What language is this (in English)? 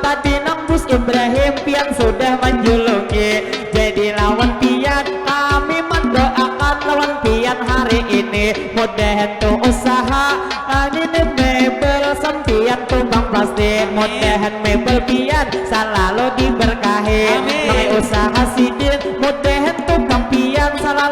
Banjar